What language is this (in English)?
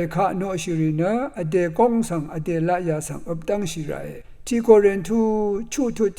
Rawang